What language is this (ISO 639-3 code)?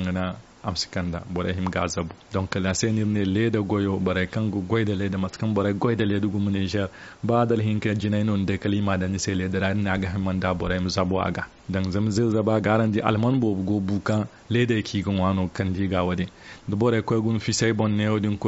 dje